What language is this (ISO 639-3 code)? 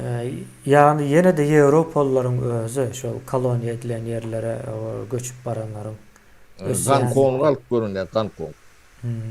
tuk